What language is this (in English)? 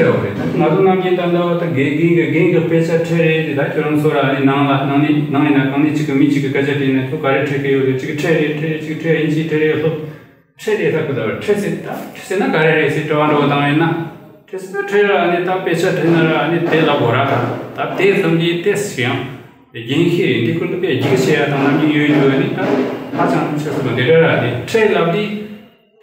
Tibetan